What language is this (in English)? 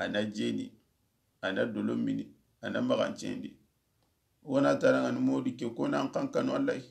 Soninke